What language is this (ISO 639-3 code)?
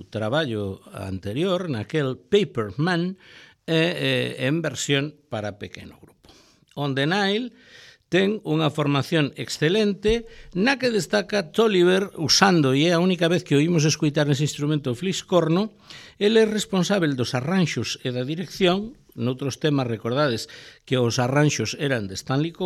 glg